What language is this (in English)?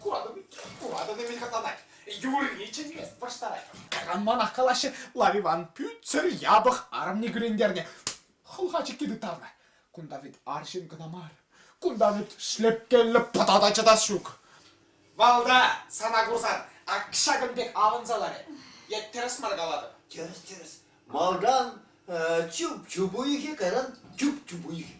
Chuvash